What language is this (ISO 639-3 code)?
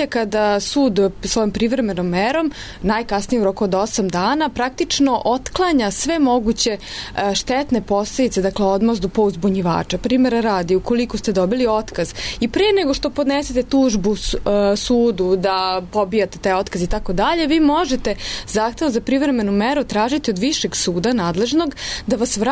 srp